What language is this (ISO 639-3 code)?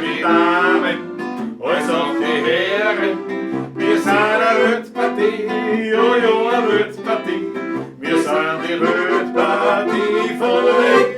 bar